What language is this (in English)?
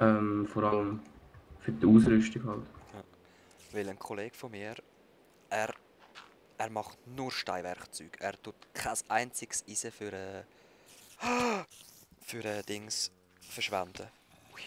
Swiss German